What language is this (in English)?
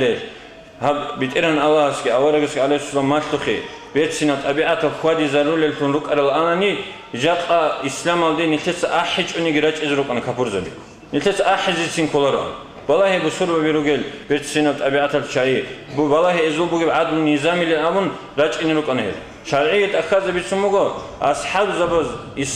Avaric